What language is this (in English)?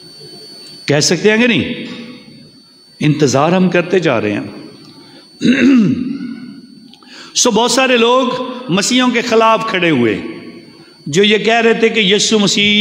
Urdu